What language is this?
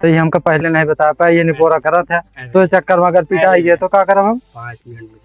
Awadhi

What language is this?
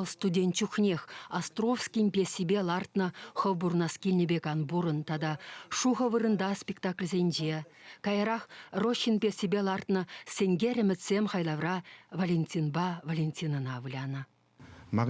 Chuvash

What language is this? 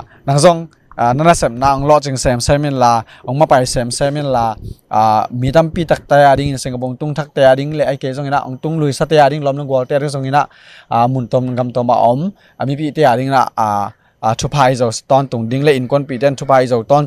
Tedim Chin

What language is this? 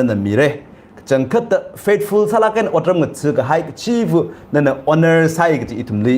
Tangkhul Naga (India)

